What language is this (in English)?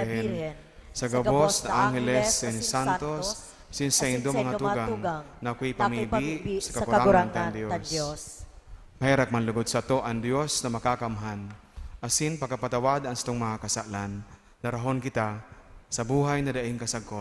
Bikol